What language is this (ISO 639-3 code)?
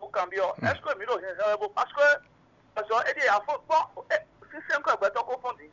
fon